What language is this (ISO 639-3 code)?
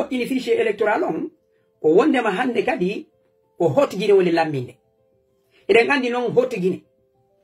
ful